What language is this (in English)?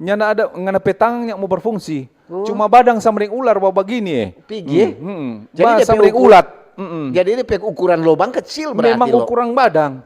Manado Malay